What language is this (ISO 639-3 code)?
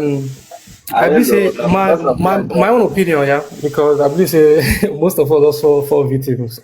pcm